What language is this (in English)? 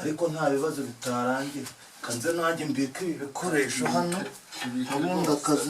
Kinyarwanda